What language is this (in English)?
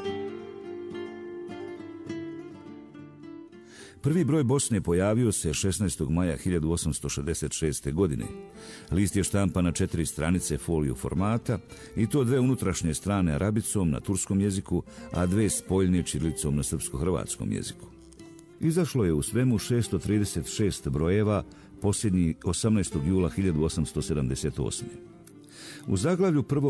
Bosnian